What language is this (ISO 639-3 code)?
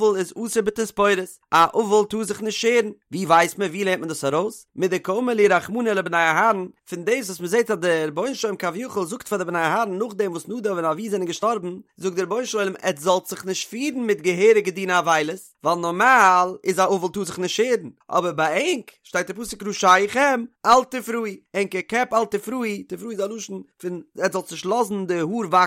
yid